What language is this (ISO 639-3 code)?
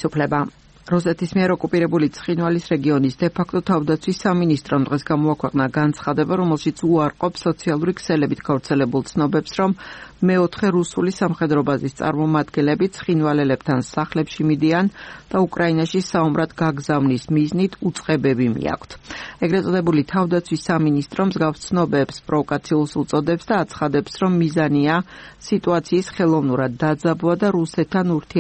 kat